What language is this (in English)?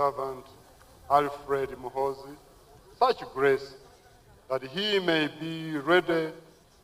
Nyankole